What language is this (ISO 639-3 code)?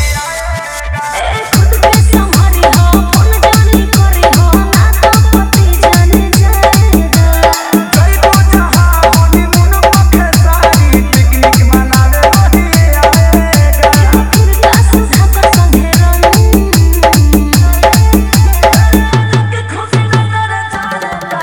bho